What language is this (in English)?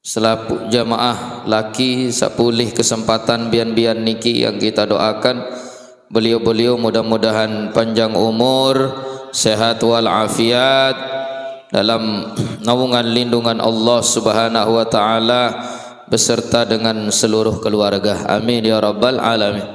Sasak